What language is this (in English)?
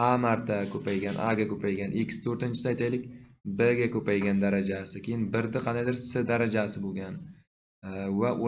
Uzbek